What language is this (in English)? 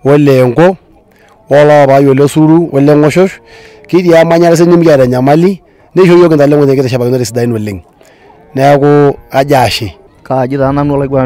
Masai